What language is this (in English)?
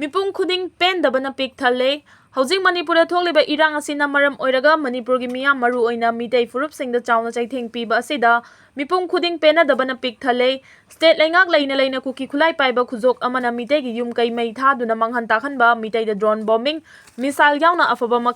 Manipuri